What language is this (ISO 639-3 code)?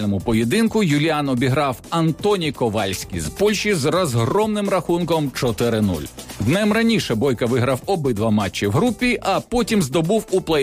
ukr